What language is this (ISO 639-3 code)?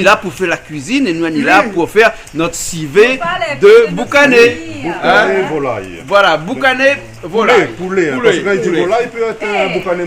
rcf